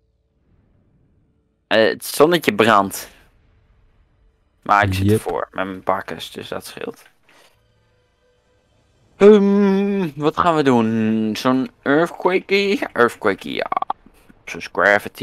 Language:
Dutch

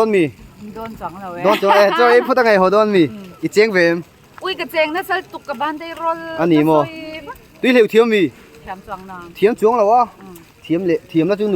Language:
Mizo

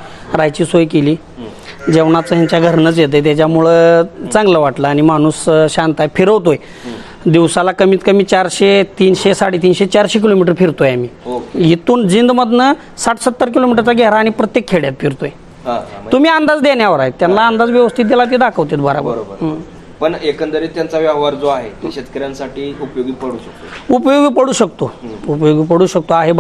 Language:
Marathi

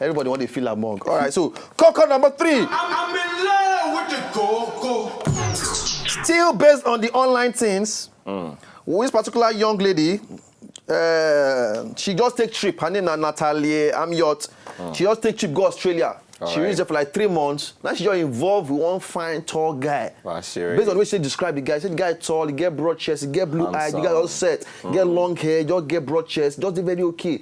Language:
Nigerian Pidgin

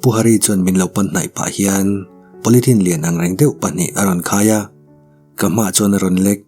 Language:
Mizo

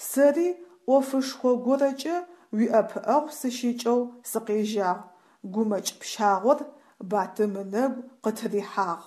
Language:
Adyghe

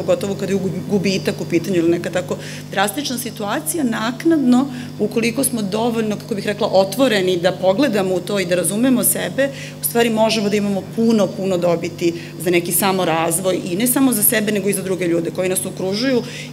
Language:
Serbian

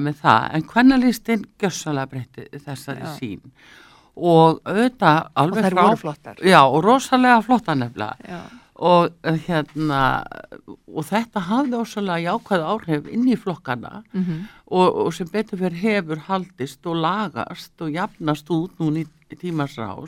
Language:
Icelandic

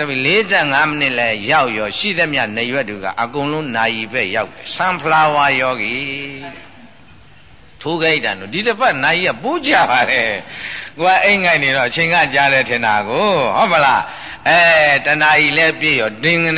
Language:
Burmese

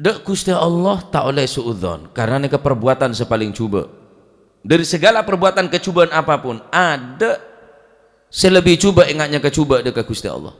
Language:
Madurese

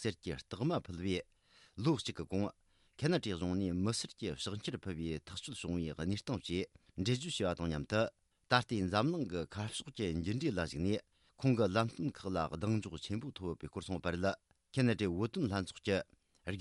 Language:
Tibetan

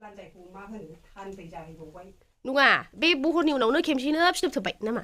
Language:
Bodo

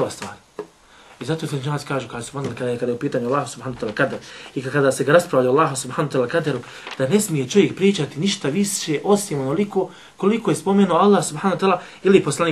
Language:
Bosnian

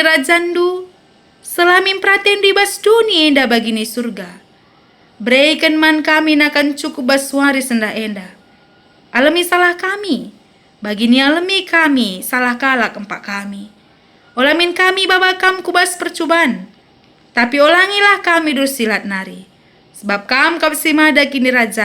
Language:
Batak Karo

